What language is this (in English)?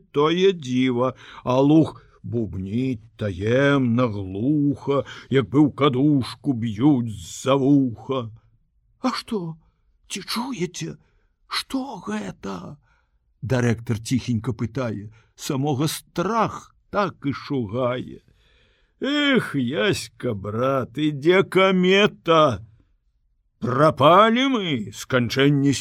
Belarusian